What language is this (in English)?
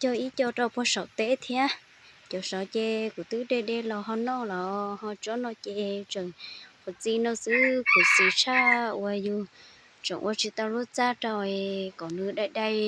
Hmong